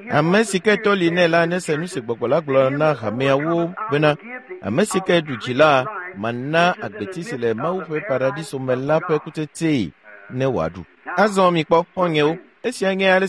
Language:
Ewe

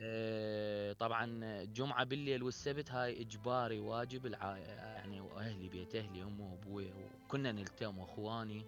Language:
Mesopotamian Arabic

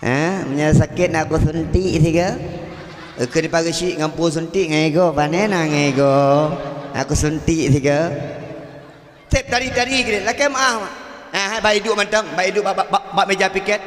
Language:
Achinese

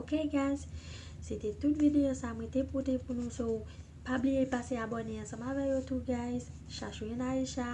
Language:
Haitian Creole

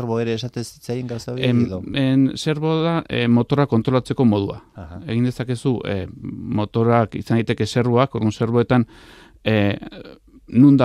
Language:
Basque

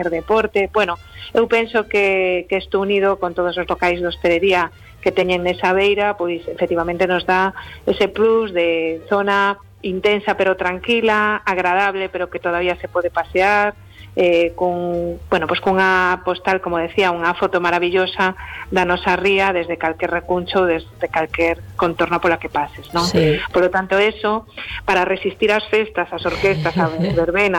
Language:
Galician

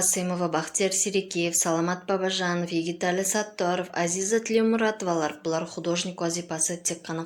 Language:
Kara-Kalpak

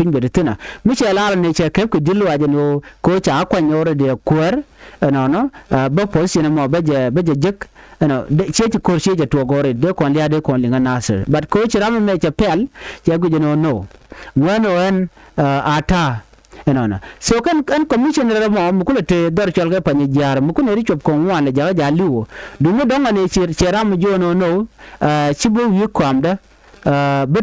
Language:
Nuer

